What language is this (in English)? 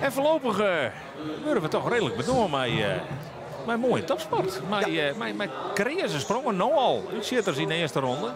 Western Frisian